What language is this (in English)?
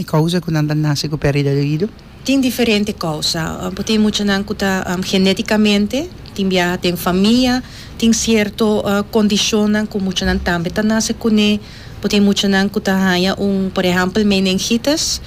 Papiamento